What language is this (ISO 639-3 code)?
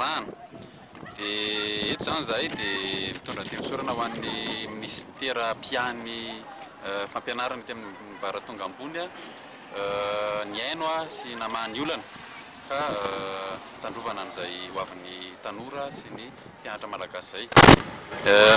mlg